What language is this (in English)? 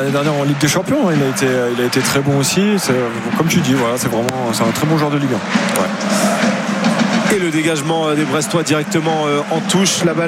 French